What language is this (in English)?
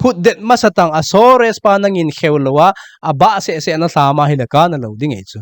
Thado Chin